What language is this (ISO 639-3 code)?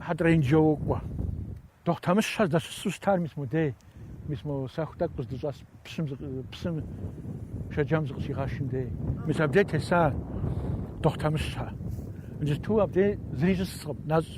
kbd